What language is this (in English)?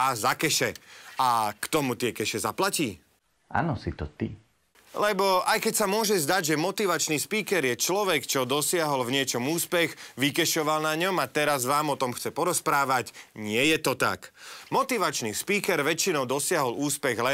Slovak